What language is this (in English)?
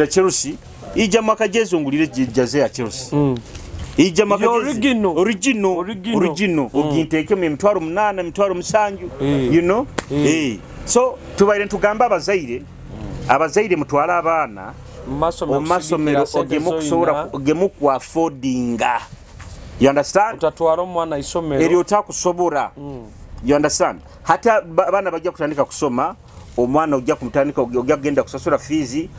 Nyoro